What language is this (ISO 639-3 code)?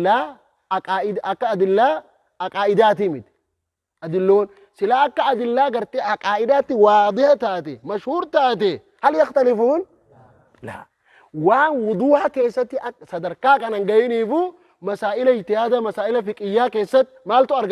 orm